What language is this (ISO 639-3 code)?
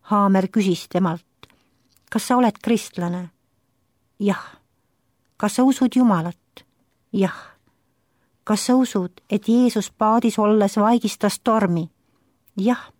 est